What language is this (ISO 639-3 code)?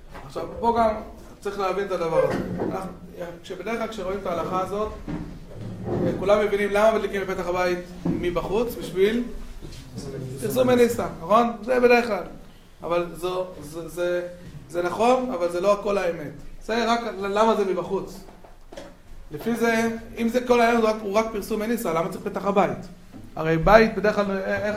heb